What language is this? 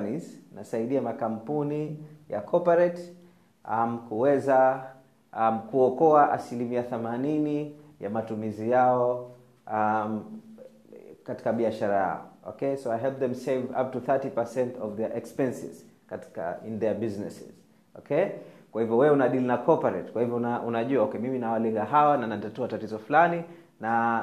Swahili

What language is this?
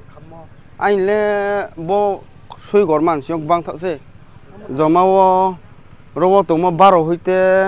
Riang (India)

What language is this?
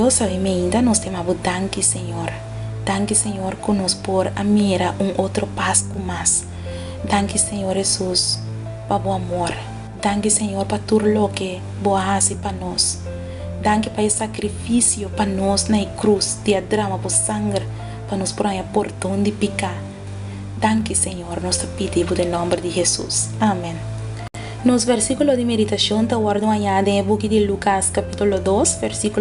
Papiamento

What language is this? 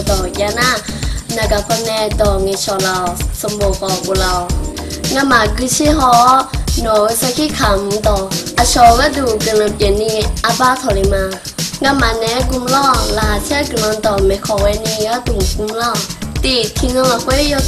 Akha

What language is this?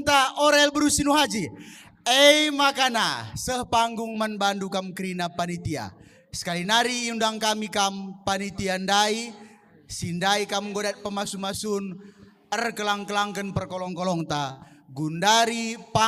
Batak Karo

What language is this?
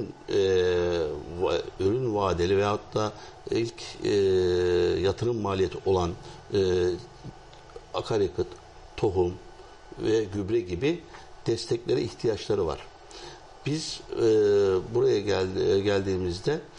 Turkish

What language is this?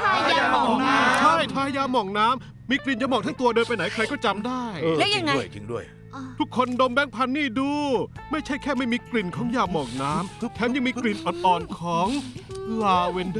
Thai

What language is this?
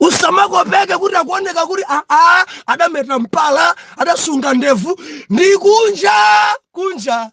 Nyanja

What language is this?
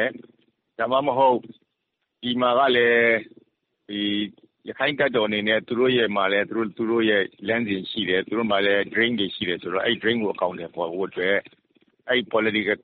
Burmese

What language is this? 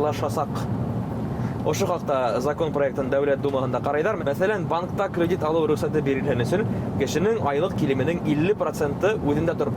Bashkir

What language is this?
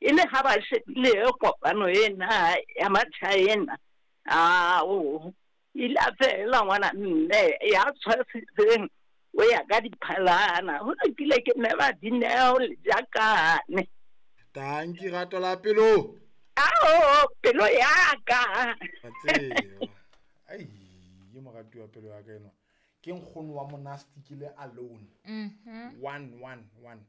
Southern Sotho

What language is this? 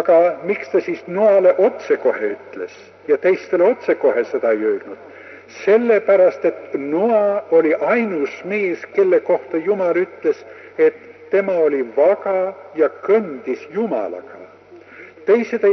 Estonian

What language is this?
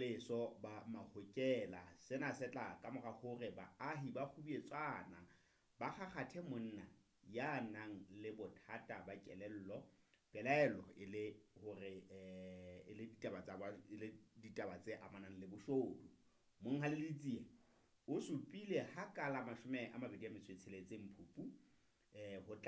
Southern Sotho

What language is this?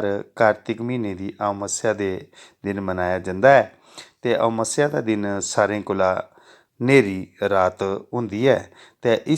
Dogri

